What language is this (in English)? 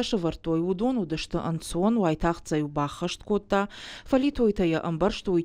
Ossetic